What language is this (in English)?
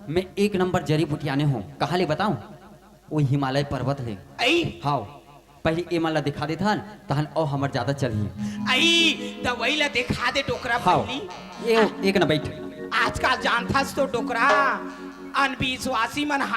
Chhattisgarhi